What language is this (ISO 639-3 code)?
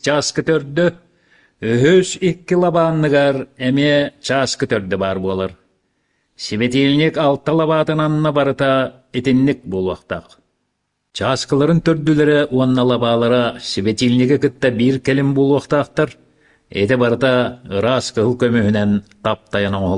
sah